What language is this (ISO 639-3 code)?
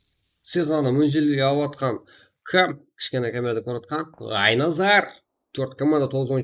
kaa